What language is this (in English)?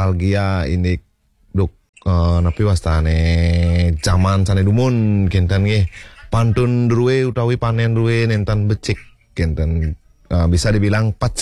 Balinese